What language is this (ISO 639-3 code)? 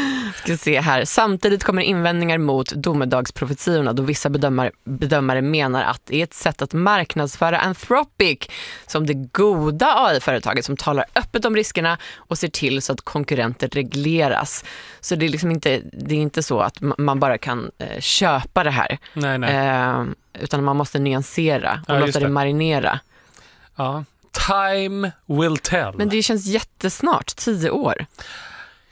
swe